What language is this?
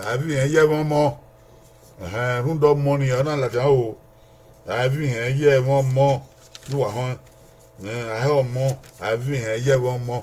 Bini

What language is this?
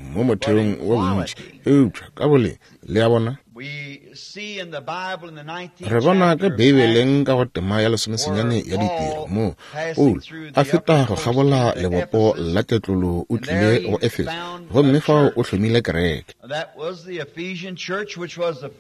Northern Sotho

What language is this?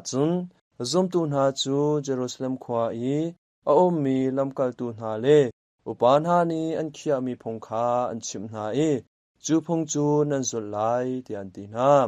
Hakha Chin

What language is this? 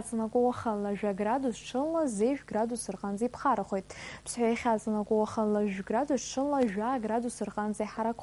Abkhazian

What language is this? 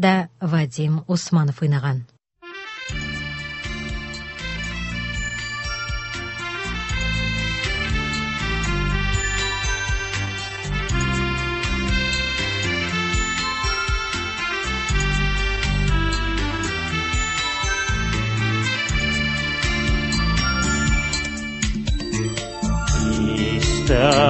Tatar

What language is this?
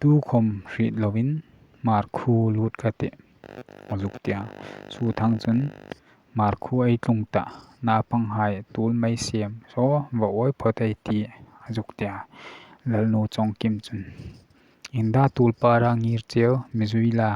Hmar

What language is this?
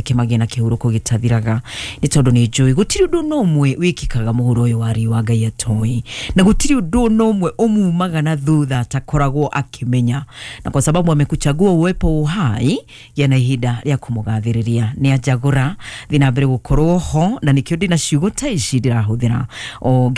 Kikuyu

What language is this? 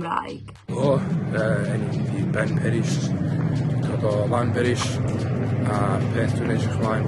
Welsh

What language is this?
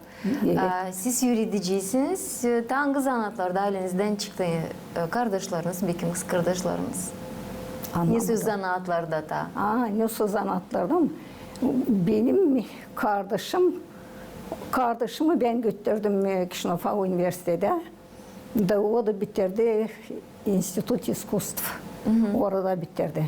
Gagauz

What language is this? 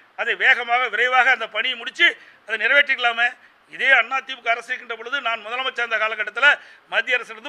Tamil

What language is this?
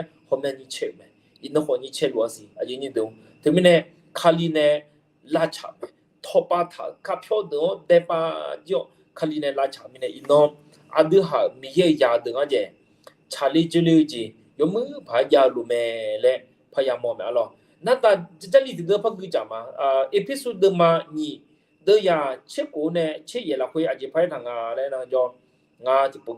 Akha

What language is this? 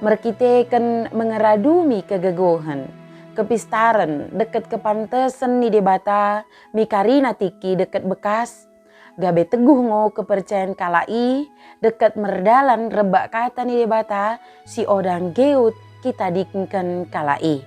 Batak Dairi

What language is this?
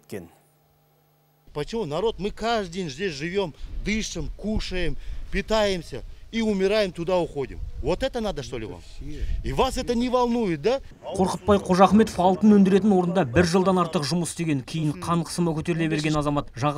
Kazakh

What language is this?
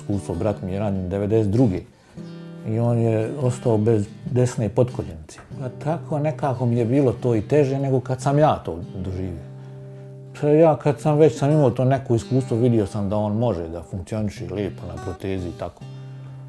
Bosnian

